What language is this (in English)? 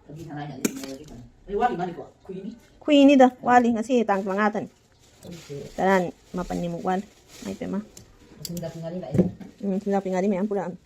Manipuri